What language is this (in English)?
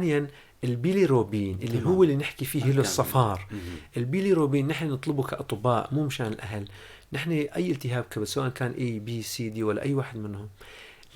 North Levantine Arabic